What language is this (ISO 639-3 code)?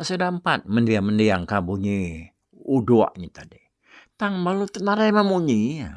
iba